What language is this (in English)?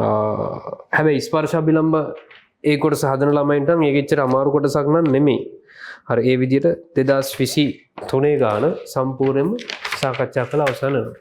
Sinhala